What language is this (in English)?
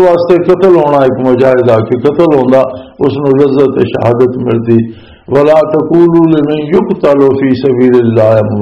Western Panjabi